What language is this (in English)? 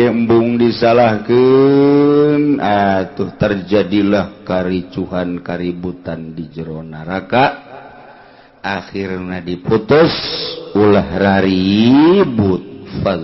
Sundanese